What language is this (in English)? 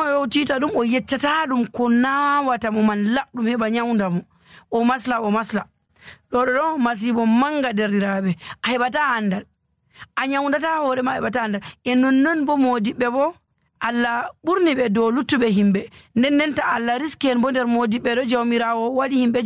Nigerian Fulfulde